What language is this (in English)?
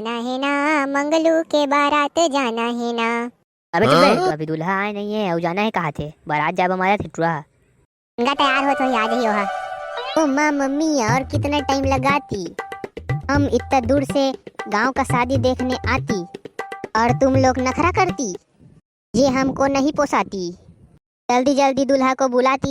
Chhattisgarhi